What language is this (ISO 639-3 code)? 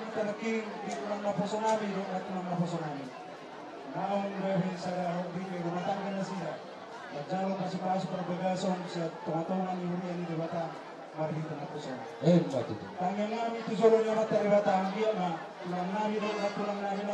bbc